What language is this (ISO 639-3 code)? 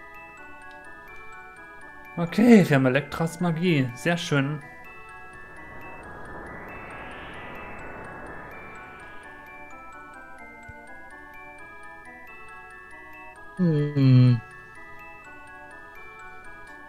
deu